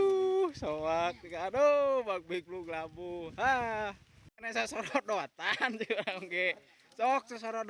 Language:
Sundanese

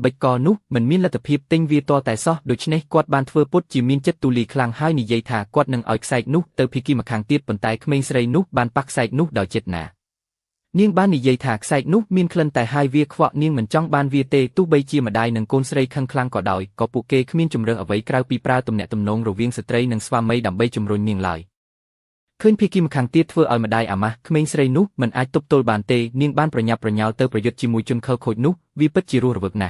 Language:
Khmer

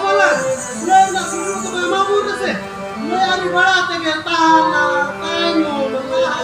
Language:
Santali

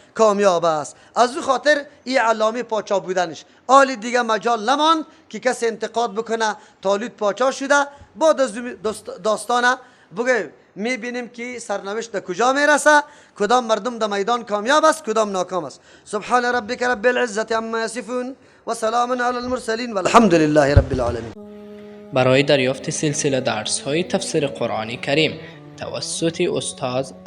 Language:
Persian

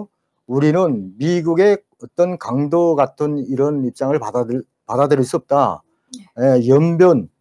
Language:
Korean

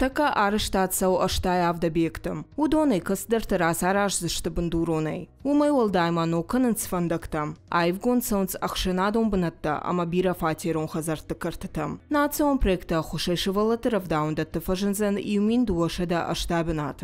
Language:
Ossetic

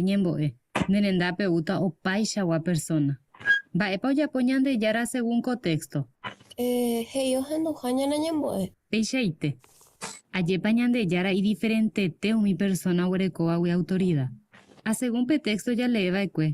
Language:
Guarani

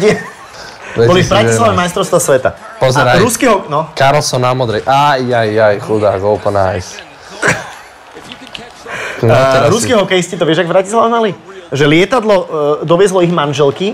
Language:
Slovak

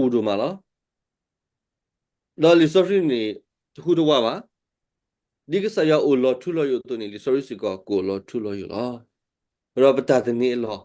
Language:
S'gaw Karen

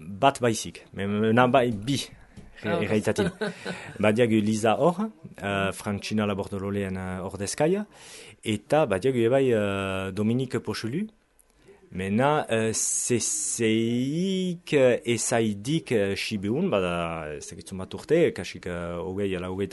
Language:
Basque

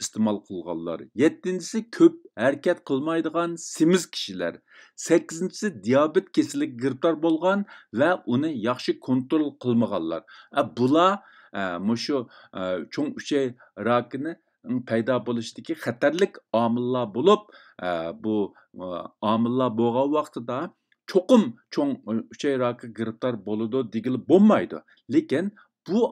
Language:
Uyghur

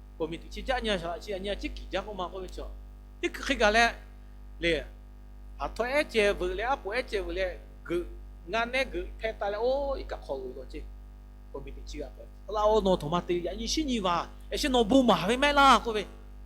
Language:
Lahu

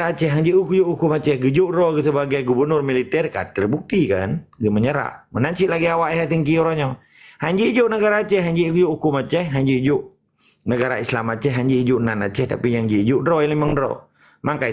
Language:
Achinese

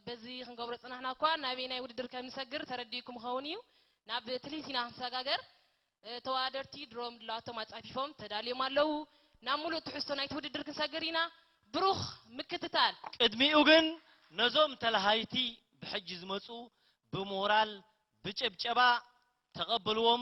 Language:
Tigrinya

